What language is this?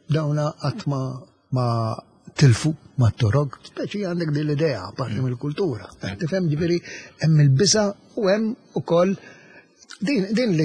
Maltese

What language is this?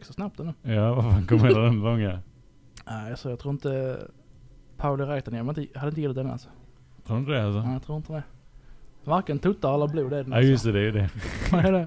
Swedish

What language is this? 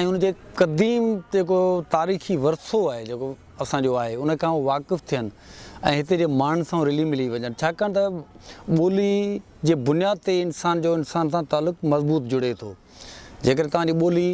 Sindhi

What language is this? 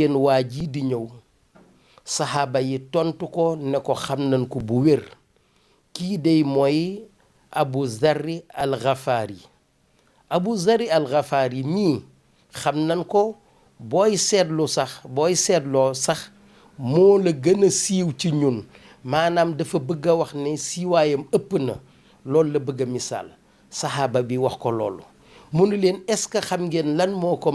Wolof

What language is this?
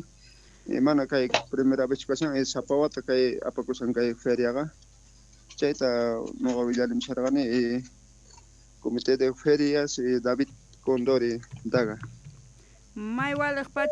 South Bolivian Quechua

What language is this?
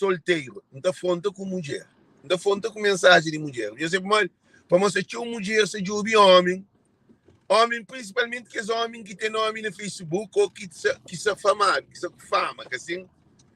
Kabuverdianu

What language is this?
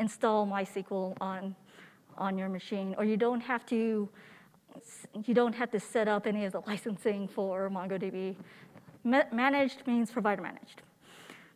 English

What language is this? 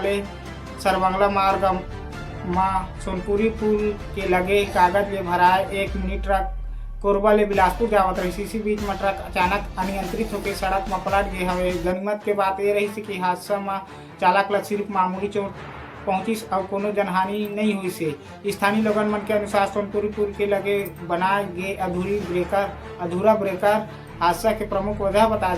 Chhattisgarhi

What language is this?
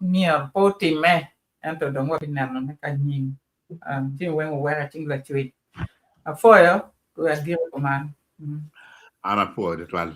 Acoli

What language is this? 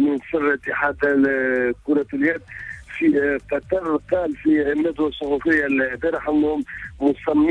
Tunisian Arabic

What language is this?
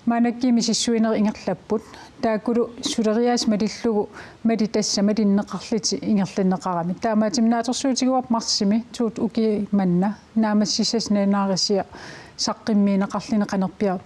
Kalaallisut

